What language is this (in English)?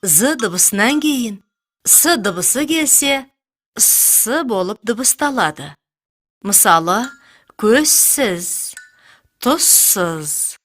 Kazakh